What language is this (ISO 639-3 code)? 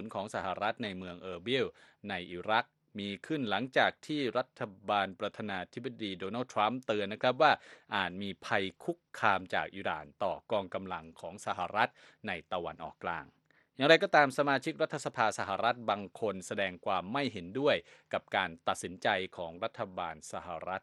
tha